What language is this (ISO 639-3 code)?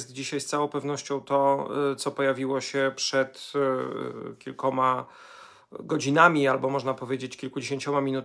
pol